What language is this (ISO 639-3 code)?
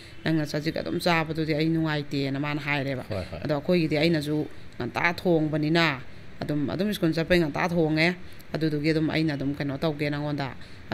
mni